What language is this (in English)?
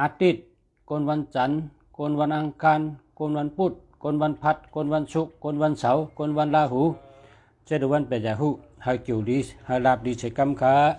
Shan